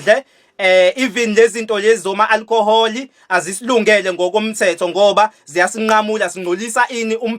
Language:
Zulu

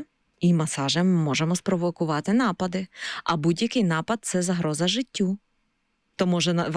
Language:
Ukrainian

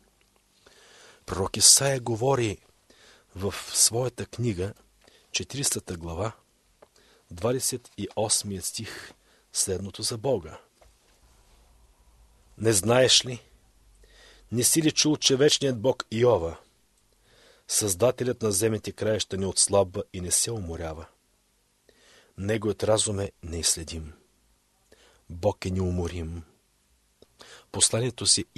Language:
Bulgarian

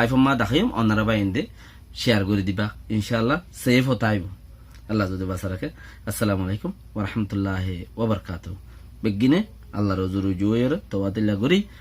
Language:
Rohingya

